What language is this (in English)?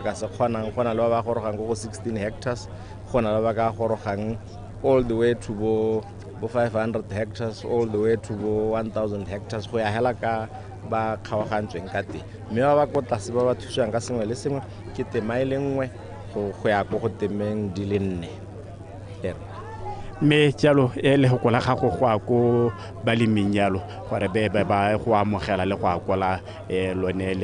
Tswana